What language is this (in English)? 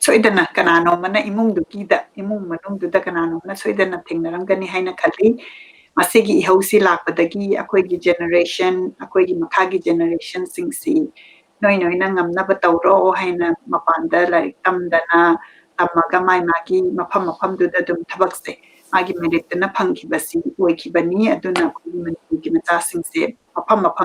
Manipuri